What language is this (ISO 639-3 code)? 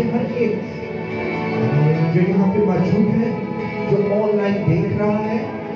hin